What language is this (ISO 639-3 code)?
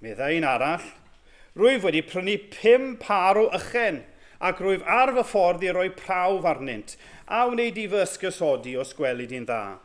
cym